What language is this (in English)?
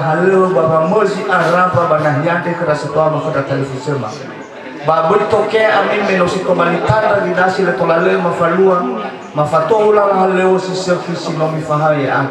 Nias